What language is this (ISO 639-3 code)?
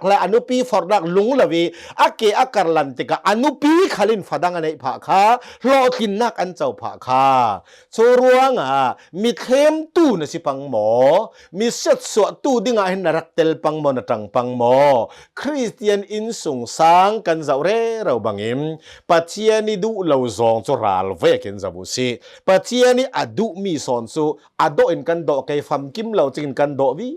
cnh